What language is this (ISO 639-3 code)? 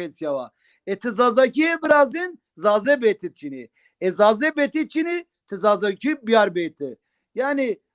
zza